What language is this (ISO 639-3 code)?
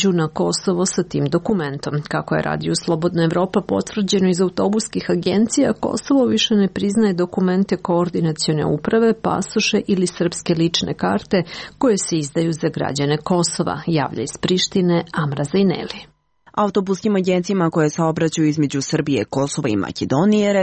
srp